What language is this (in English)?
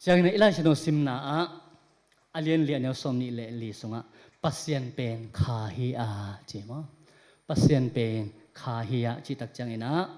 Tedim Chin